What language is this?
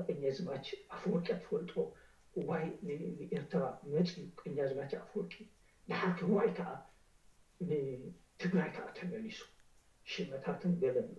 Tigrinya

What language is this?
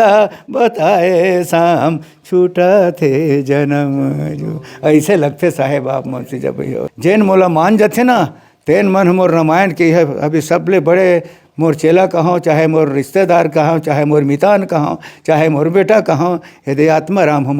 Chhattisgarhi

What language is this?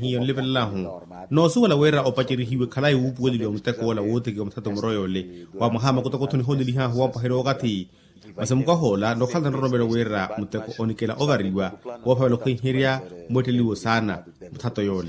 Makhuwa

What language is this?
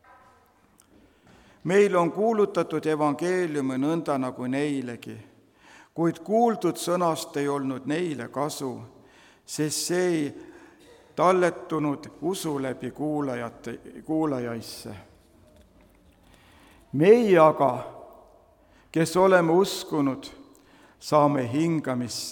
Estonian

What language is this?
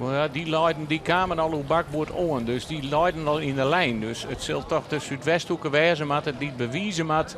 Western Frisian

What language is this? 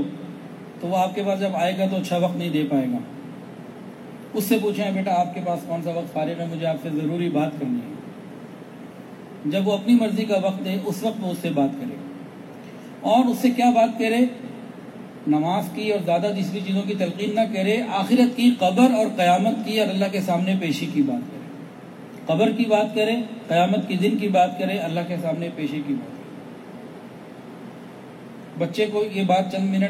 Urdu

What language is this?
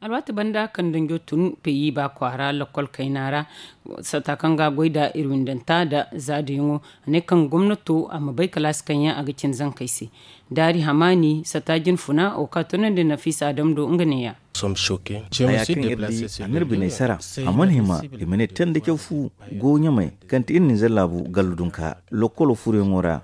Zarma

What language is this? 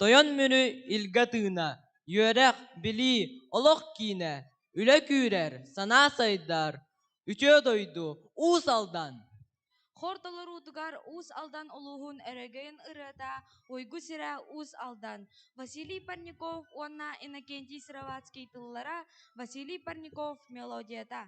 Yakut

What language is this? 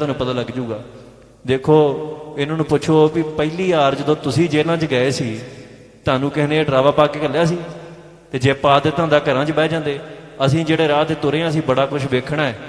Punjabi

